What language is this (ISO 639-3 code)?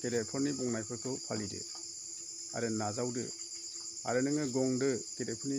brx